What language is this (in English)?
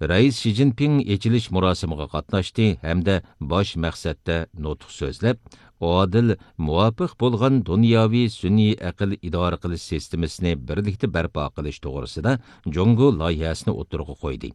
Uyghur